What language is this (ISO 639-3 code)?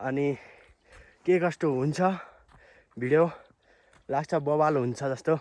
nep